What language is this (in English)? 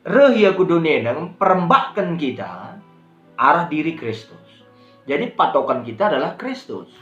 Batak Karo